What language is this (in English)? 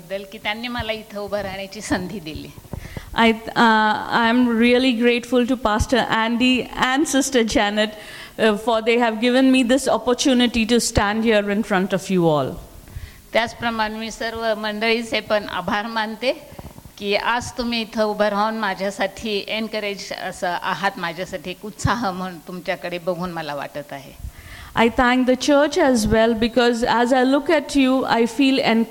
Marathi